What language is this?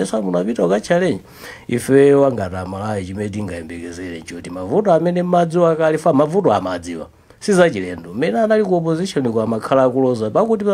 Nyanja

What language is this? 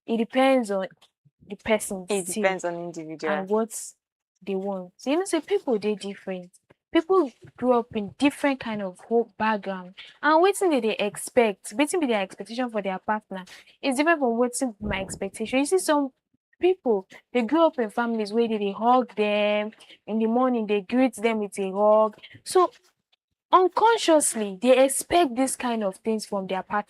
Nigerian Pidgin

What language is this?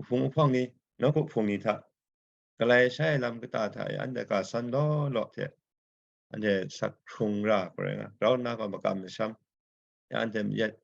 Kachin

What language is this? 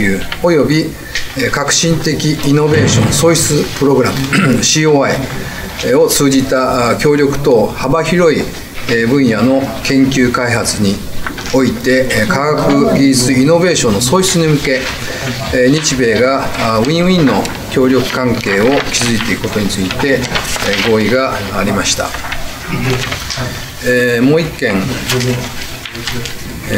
Japanese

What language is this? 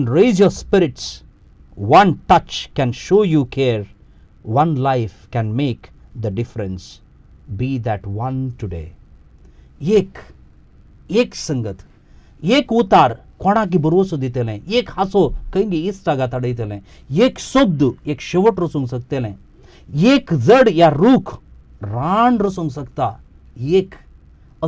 Konkani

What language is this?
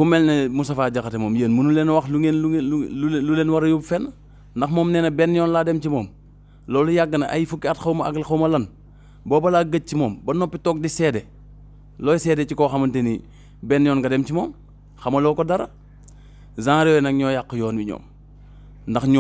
Wolof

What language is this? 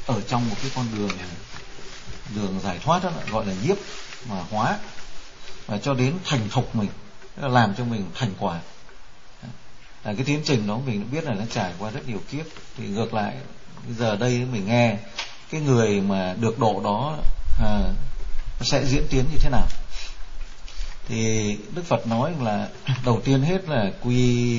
Vietnamese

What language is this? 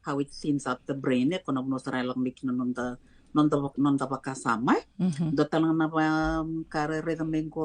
Fijian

